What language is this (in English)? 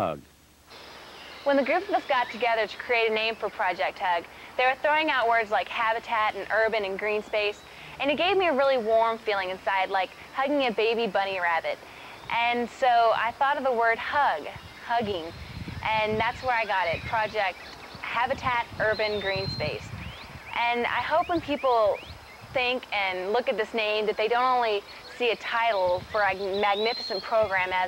English